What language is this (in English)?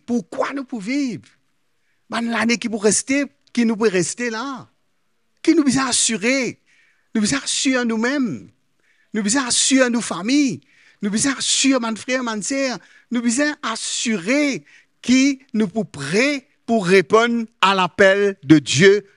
Morisyen